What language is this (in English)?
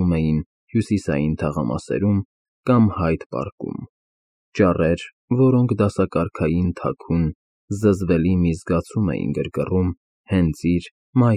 Armenian